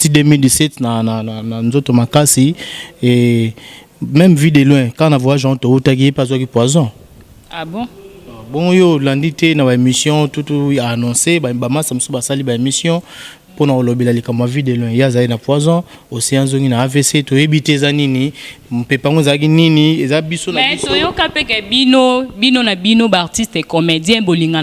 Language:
Lingala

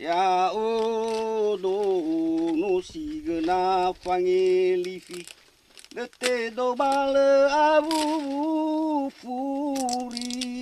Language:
Nias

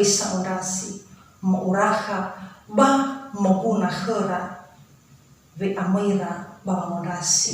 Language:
Nias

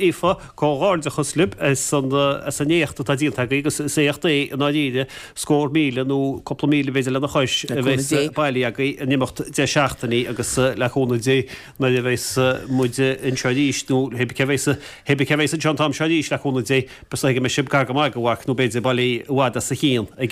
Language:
Irish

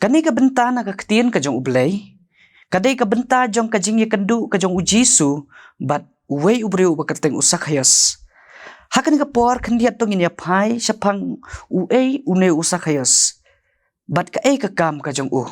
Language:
Khasi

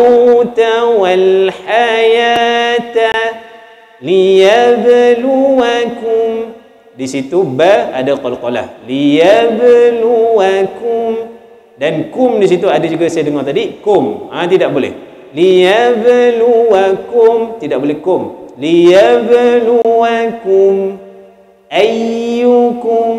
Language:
Malay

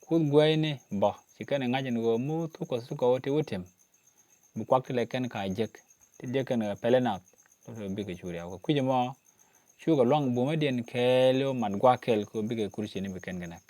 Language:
Nuer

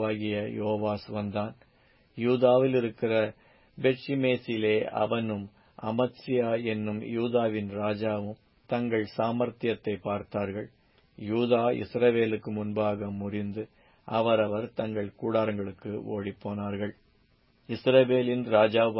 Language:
Tamil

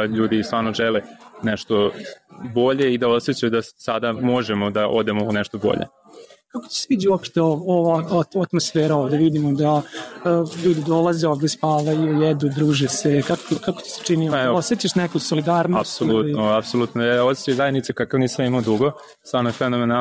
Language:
Serbian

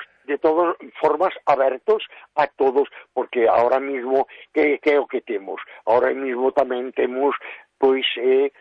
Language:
Galician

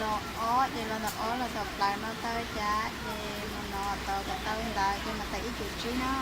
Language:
Hmong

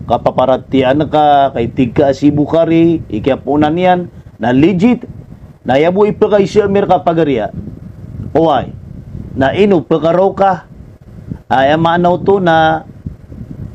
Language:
Maranao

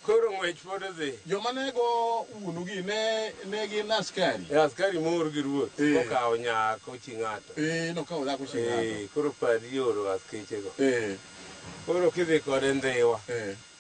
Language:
Luo (Kenya and Tanzania)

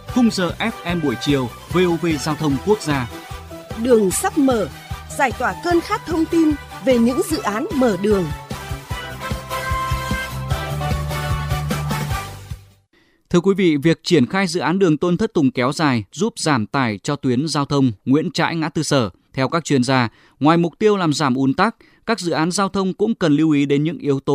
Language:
Vietnamese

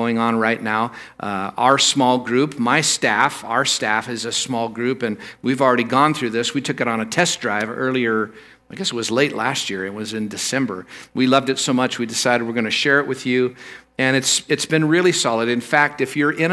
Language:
English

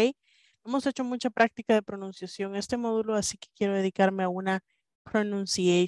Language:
Spanish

